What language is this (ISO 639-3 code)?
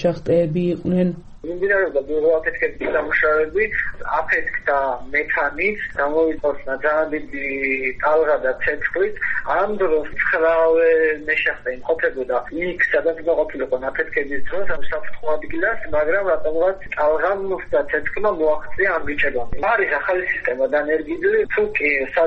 kat